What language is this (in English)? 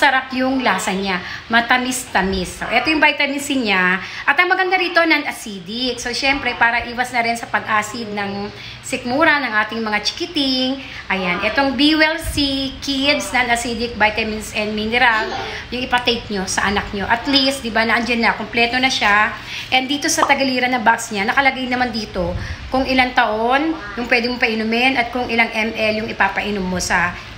Filipino